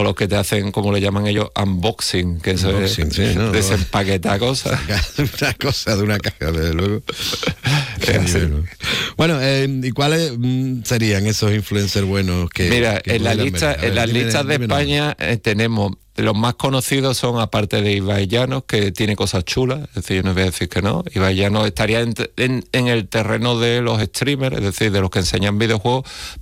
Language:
Spanish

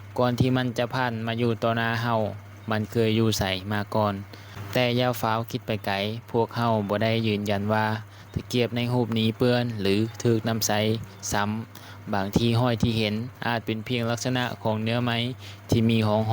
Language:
Lao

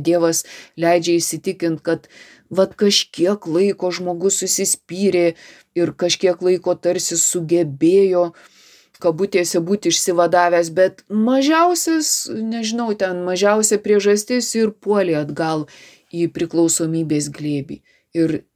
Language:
Lithuanian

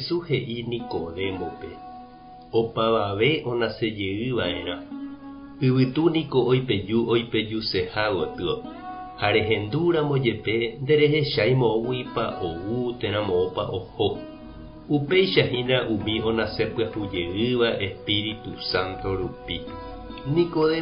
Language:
Guarani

